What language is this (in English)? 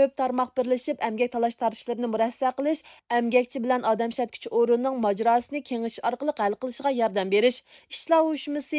Uyghur